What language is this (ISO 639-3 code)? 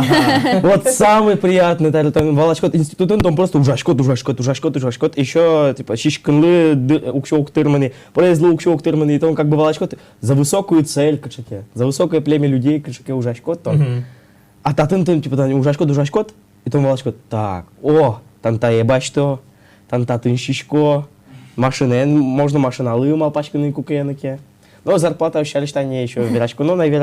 udm